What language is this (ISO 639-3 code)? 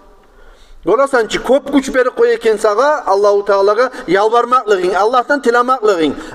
kum